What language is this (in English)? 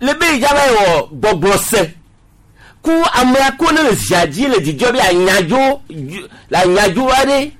Gen